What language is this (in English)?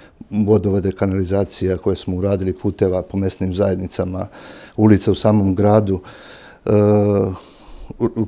Serbian